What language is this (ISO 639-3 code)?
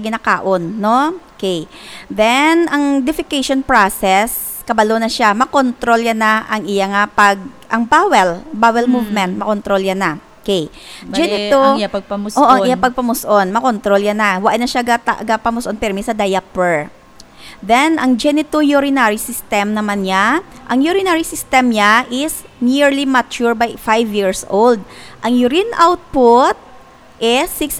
hil